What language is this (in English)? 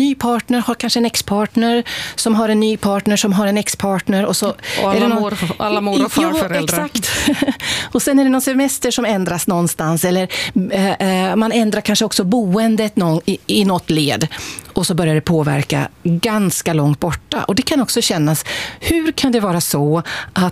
Swedish